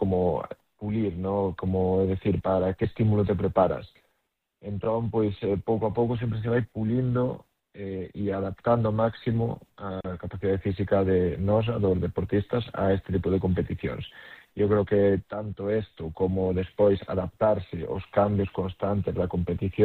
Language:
Galician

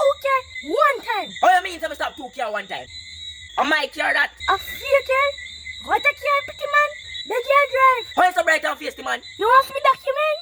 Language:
Jamaican Creole English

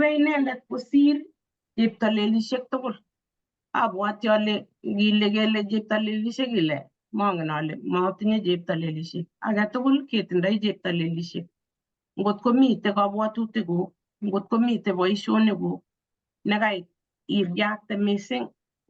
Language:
Kalenjin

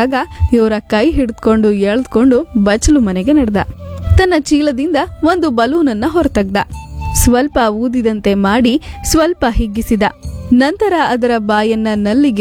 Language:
Kannada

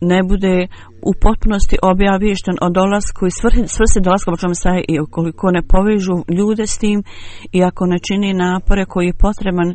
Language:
Bosnian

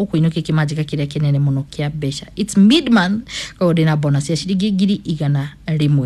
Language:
Kikuyu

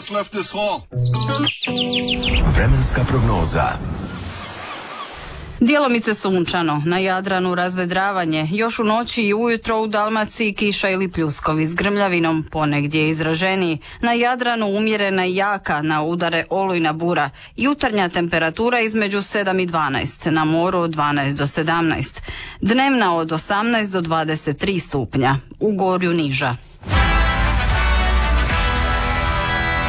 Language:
Croatian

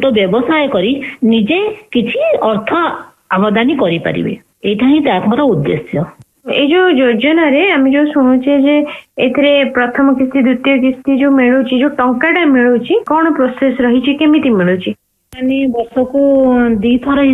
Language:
Odia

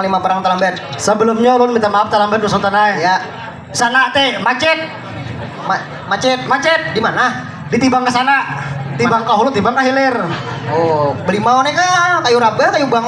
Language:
Banjar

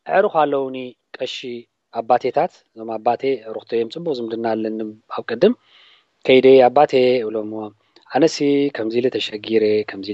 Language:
Tigrinya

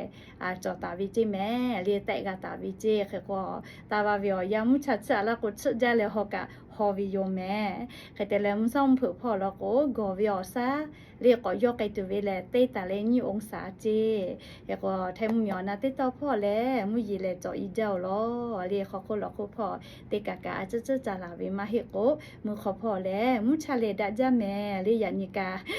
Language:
Lahu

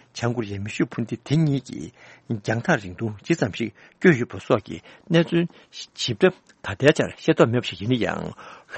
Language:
Tibetan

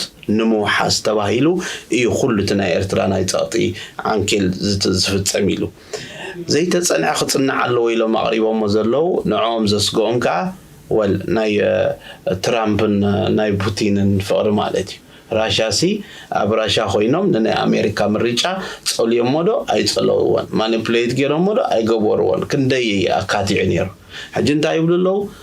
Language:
Tigrinya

